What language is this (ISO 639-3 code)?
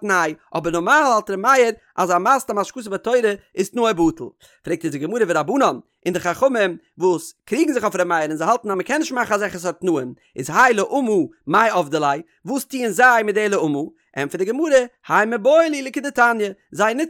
yid